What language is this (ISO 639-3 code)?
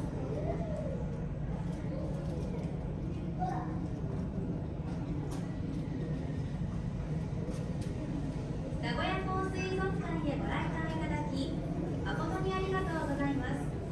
jpn